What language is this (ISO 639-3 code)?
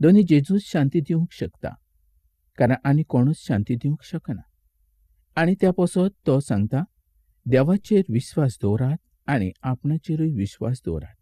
kok